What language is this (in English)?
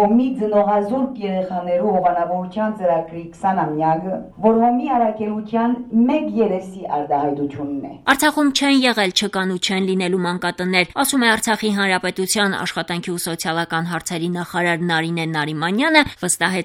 Armenian